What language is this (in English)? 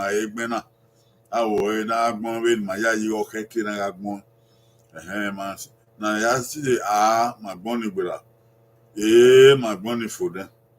Bini